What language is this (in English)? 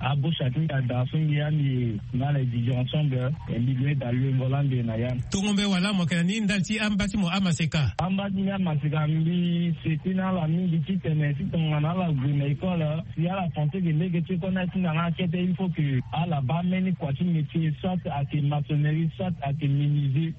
Sango